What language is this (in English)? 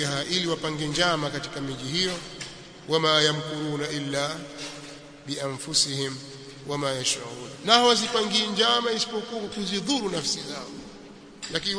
Swahili